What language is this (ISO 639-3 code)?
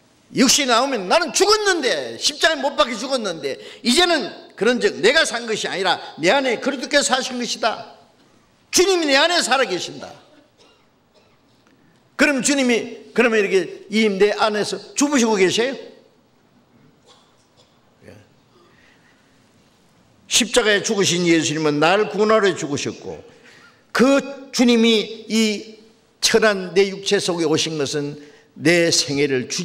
kor